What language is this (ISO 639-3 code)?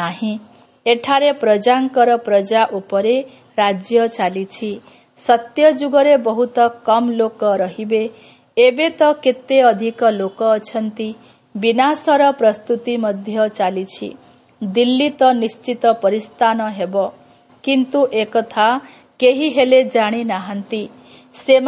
ori